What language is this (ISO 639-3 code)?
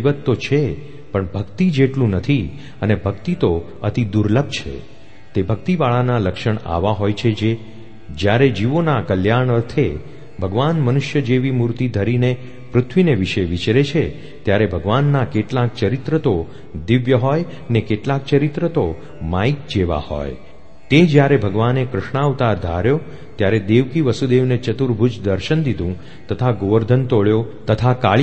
guj